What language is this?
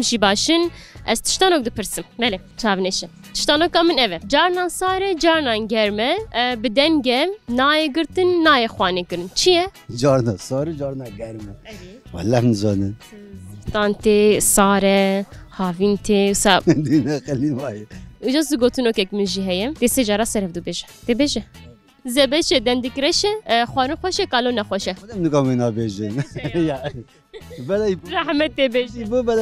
Kurdish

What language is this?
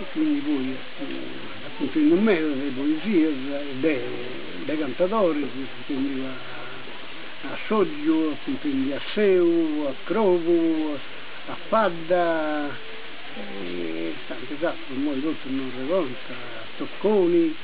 Sardinian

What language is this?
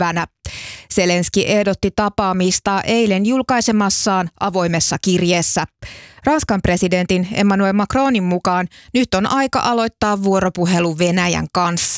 Finnish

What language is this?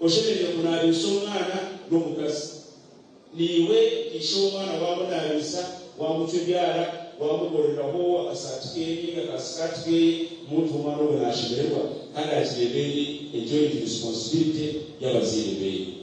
Nyankole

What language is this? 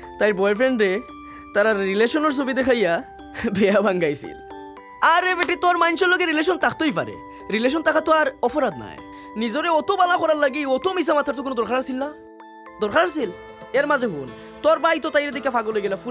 Sylheti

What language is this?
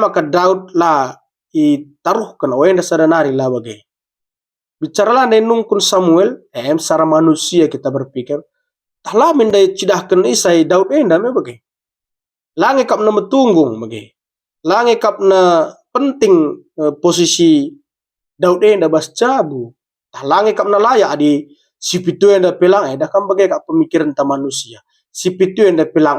Batak Karo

